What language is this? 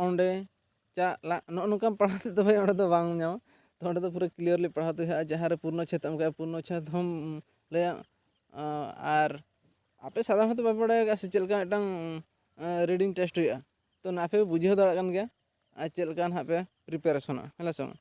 Santali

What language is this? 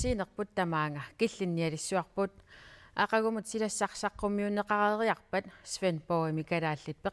Kalaallisut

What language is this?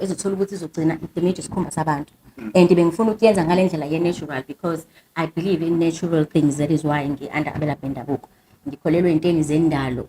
Zulu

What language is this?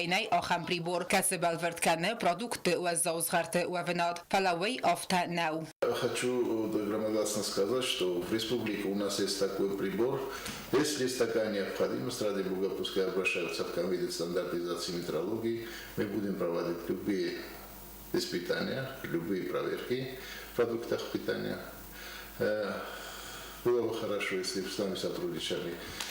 Ossetic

